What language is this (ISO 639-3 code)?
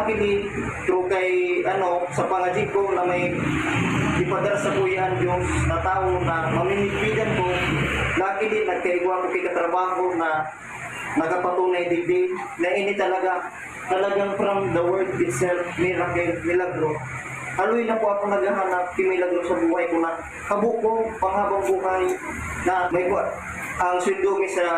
bik